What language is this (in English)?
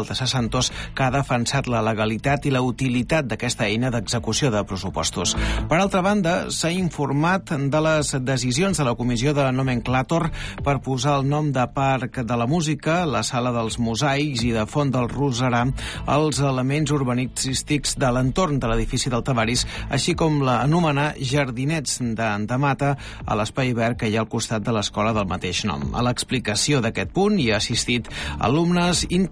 Catalan